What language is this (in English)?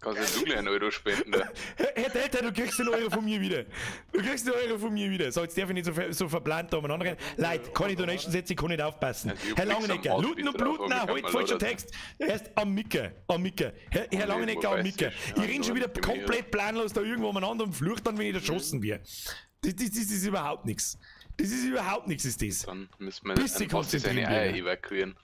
Bavarian